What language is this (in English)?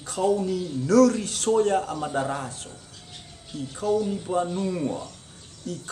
Nias